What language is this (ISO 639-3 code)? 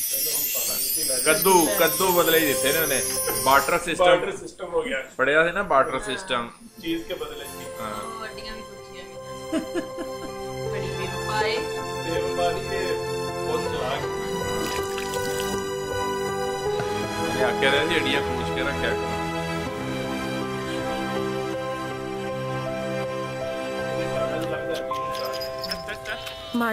pan